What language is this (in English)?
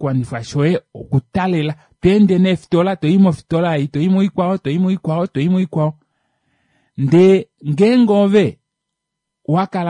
Kuanyama